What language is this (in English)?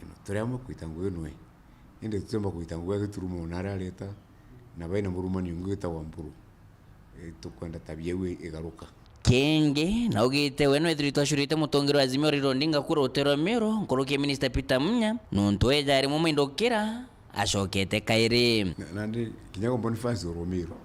Meru